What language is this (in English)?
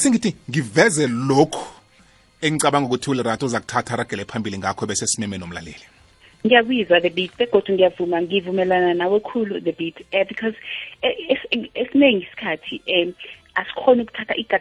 South Ndebele